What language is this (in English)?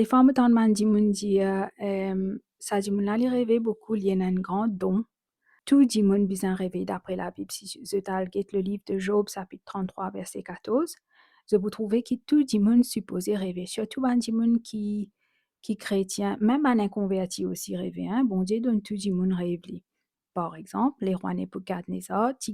Morisyen